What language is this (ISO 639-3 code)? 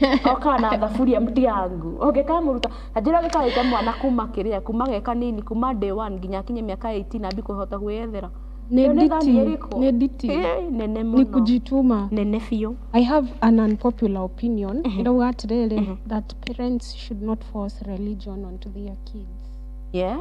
kik